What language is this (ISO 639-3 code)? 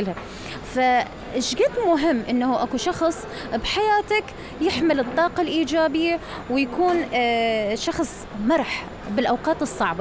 acm